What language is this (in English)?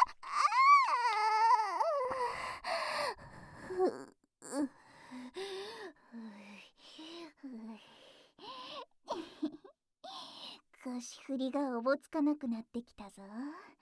Japanese